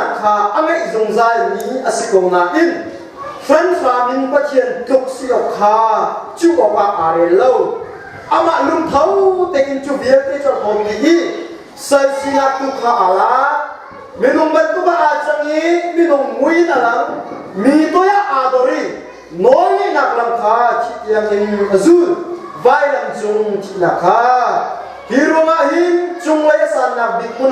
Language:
Hakha Chin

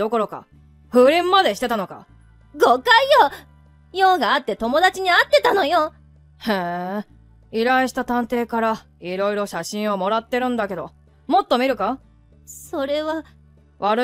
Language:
Japanese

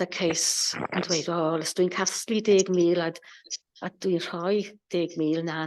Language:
Welsh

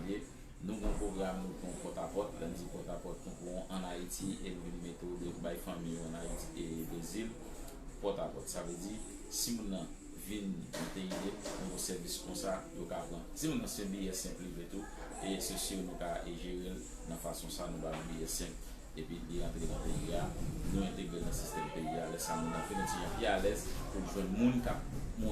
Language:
Haitian Creole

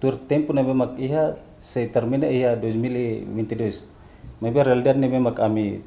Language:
Tetum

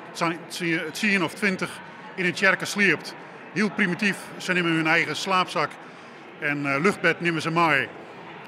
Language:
Western Frisian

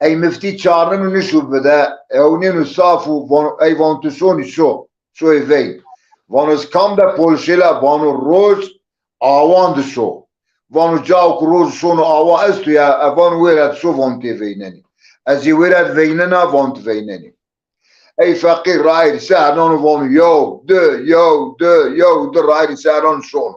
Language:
Zaza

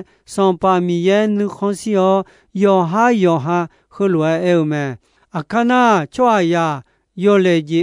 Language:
Akha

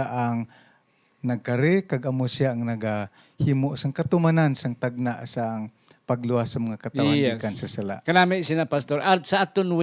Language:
Hiligaynon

